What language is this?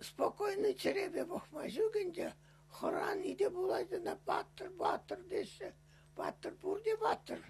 Chuvash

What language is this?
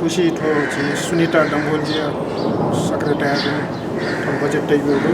Newari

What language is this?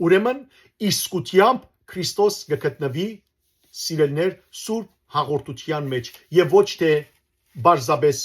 Western Armenian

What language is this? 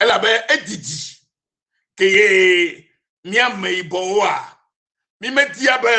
Ewe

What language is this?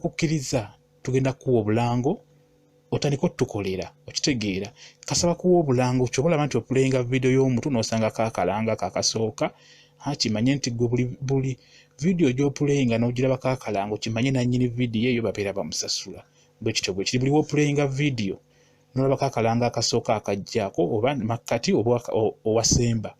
Ganda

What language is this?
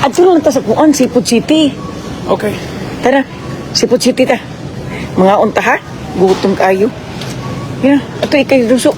Cebuano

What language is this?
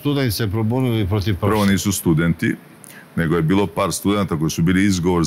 Serbian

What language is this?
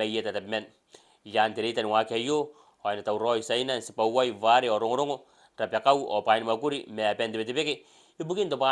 Gilbertese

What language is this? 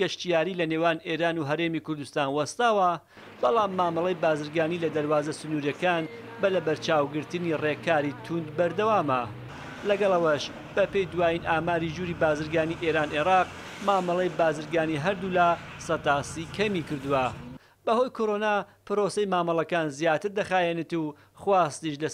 Central Kurdish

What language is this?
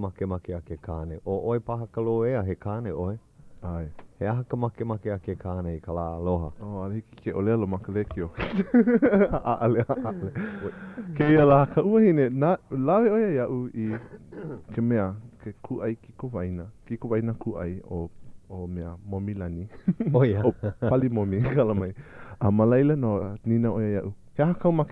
Hawaiian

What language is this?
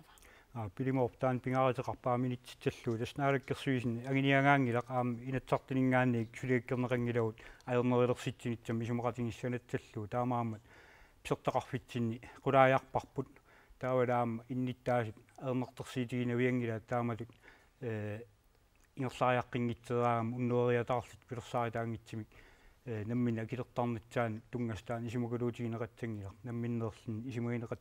Kalaallisut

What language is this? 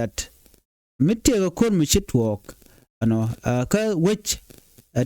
Nuer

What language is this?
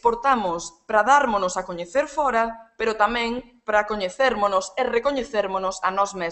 Galician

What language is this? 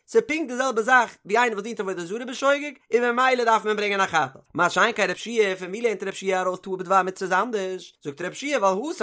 Yiddish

